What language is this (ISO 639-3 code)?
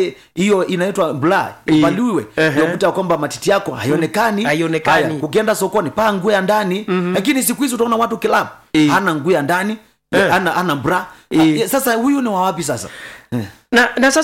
swa